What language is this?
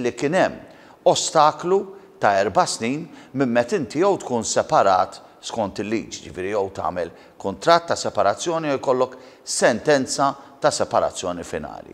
Maltese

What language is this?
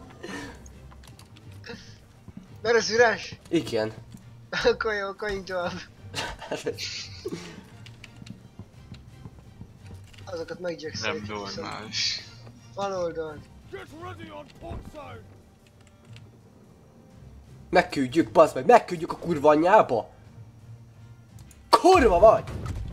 Hungarian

